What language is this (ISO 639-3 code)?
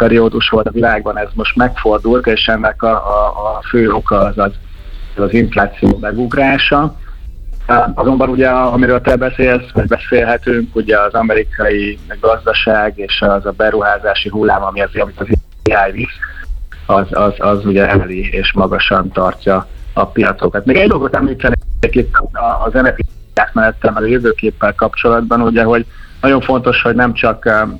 hun